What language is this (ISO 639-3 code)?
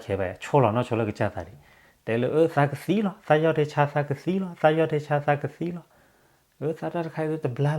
ksw